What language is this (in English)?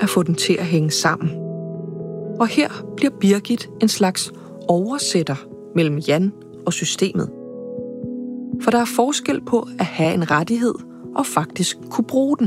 Danish